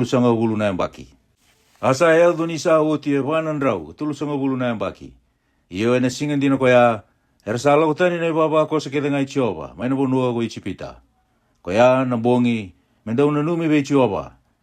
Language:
Fijian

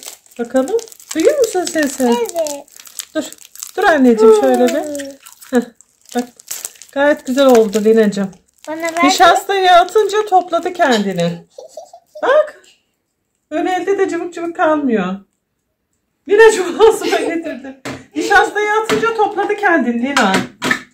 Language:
Turkish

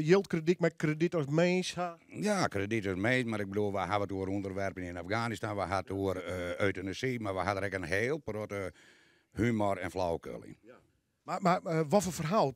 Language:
Western Frisian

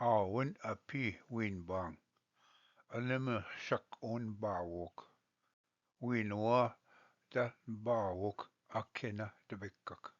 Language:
Ojibwa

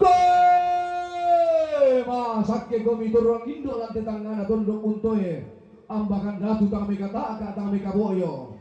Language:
Toraja-Sa'dan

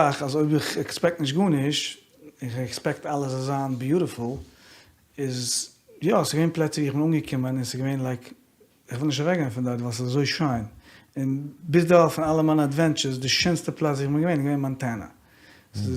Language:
Yiddish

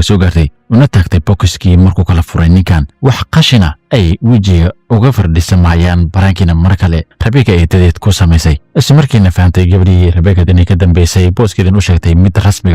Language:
Somali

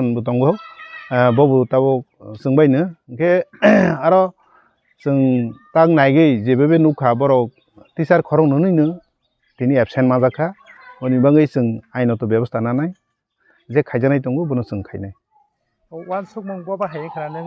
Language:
Kok Borok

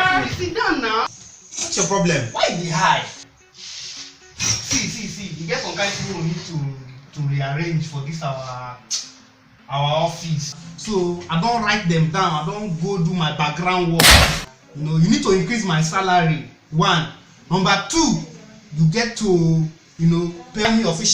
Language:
Nigerian Pidgin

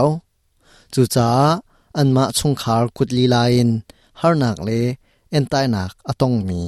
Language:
Hakha Chin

